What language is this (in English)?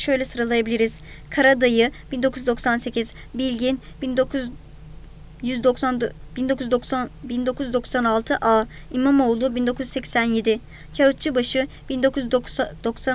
Turkish